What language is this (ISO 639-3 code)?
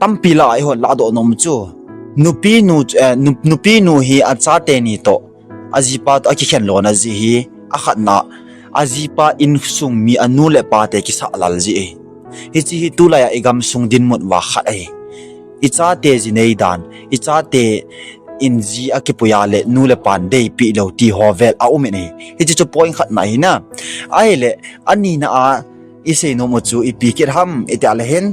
tcz